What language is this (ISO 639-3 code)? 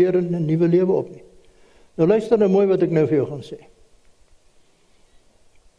afr